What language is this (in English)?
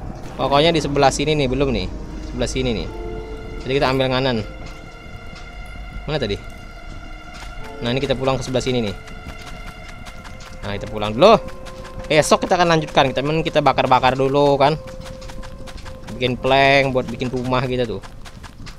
Indonesian